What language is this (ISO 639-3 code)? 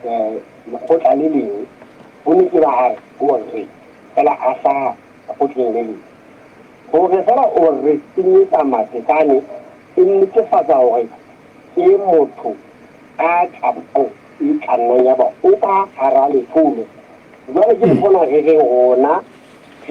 sot